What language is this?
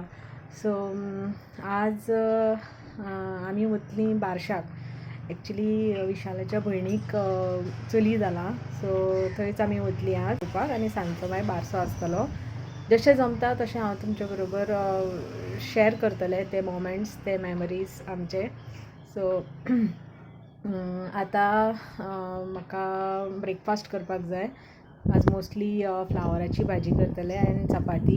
Konkani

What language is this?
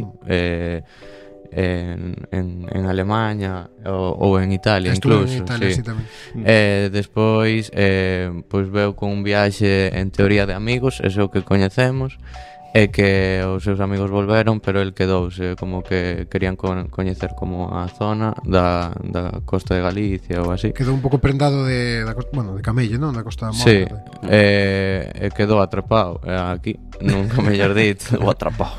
Galician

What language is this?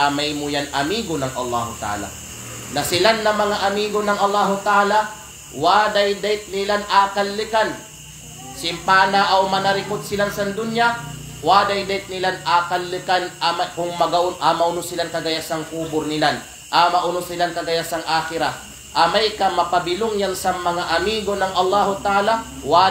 Kalagan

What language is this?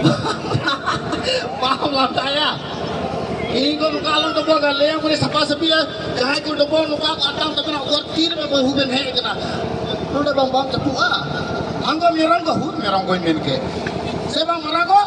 Santali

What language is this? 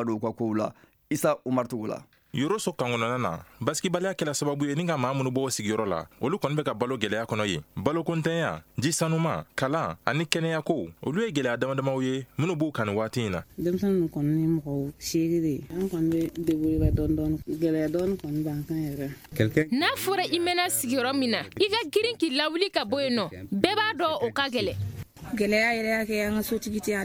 Bambara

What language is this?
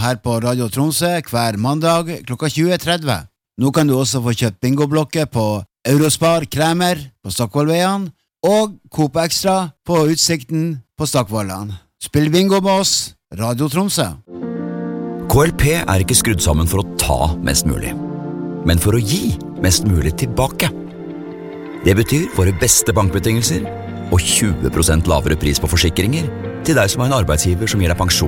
Norwegian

